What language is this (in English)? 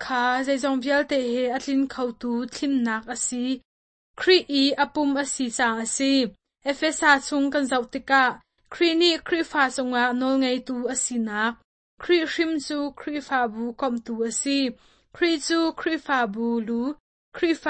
Hakha Chin